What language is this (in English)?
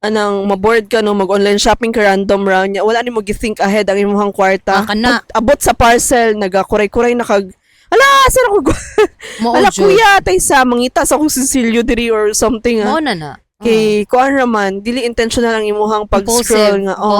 Cebuano